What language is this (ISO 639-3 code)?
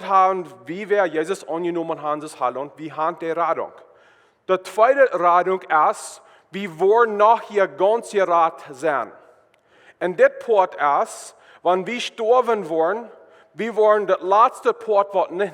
pdt